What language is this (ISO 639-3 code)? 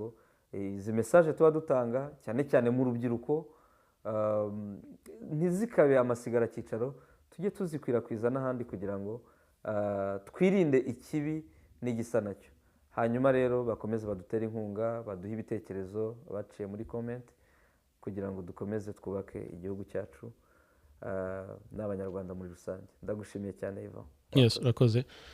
kin